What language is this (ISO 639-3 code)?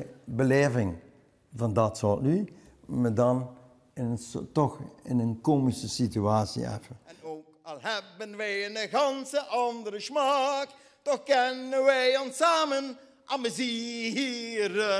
lim